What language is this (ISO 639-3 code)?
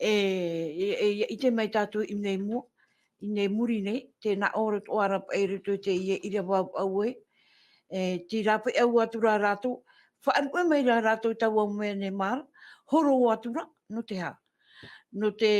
tah